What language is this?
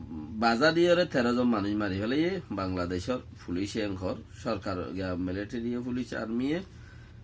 Rohingya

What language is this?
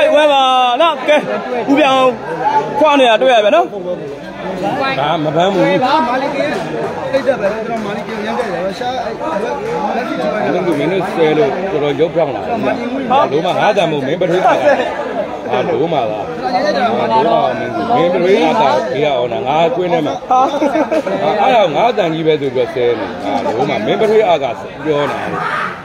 Burmese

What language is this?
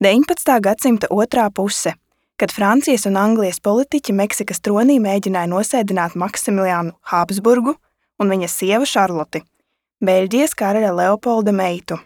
Latvian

